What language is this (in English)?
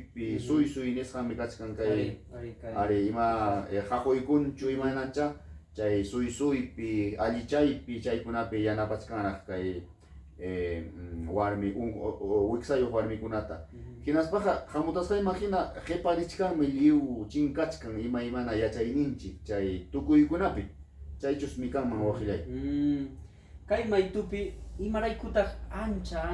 Ayacucho Quechua